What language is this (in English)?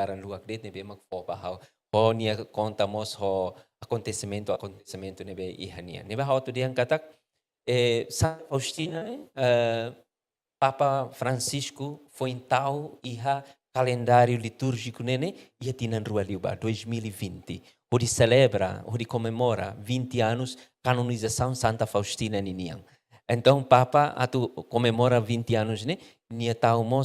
Tetum